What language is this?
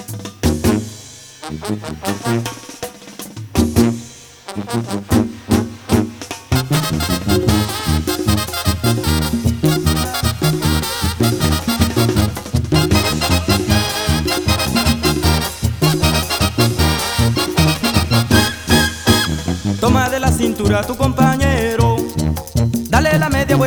Spanish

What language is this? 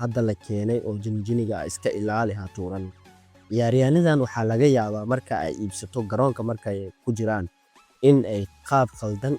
Somali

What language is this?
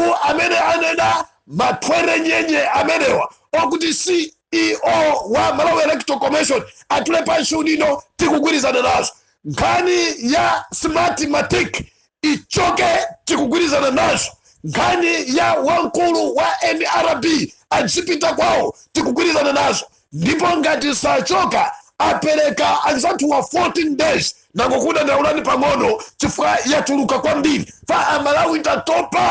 Nyanja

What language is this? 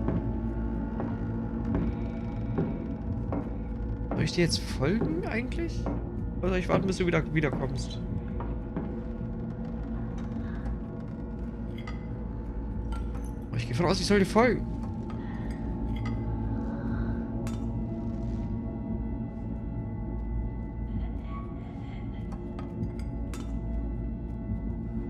German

